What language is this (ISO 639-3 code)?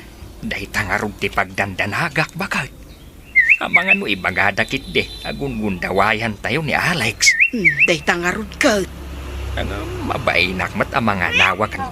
ilo